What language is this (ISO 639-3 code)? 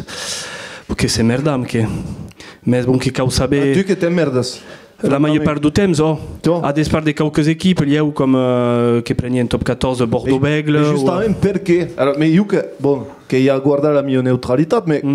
oci